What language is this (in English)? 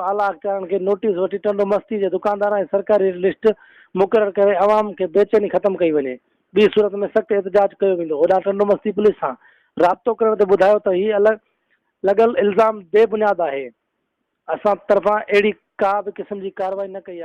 Sindhi